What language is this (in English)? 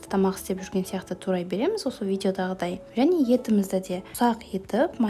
Kazakh